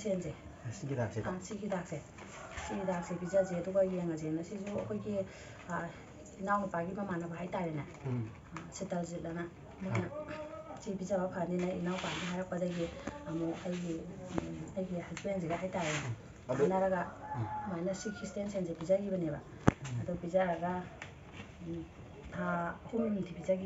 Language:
Manipuri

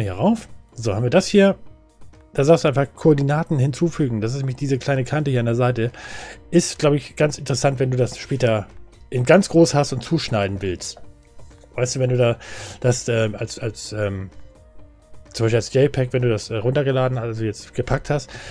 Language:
German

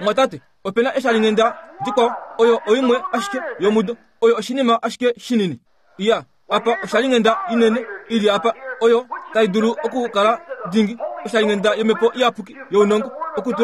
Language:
Kuanyama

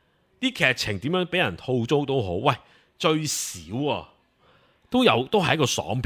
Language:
Cantonese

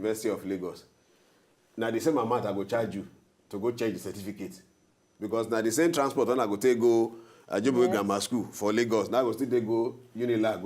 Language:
Nigerian Pidgin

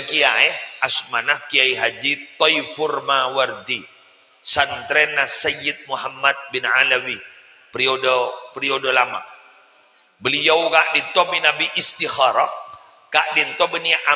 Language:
Madurese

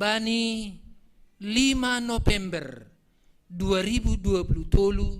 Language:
Batak Simalungun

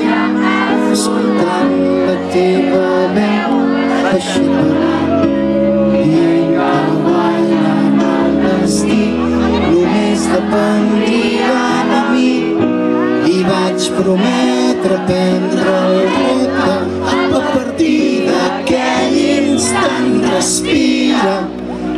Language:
Catalan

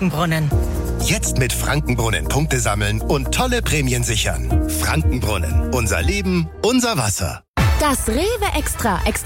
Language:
German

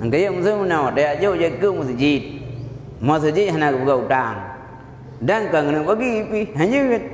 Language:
Achinese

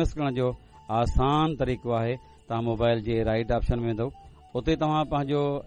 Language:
Sindhi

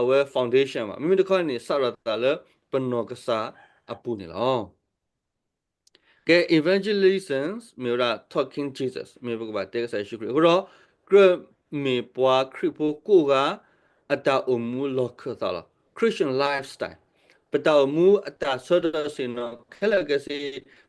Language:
S'gaw Karen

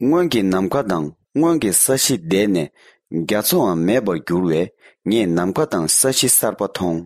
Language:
Tibetan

